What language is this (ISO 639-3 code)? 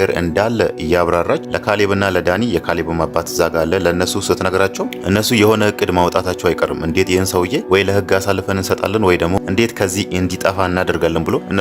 amh